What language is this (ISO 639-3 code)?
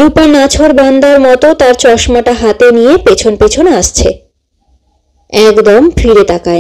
ben